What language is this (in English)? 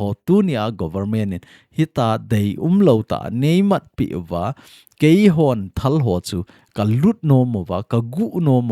Thado Chin